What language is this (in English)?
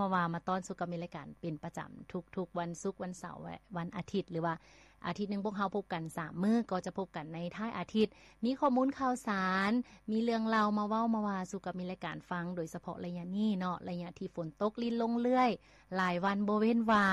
Lao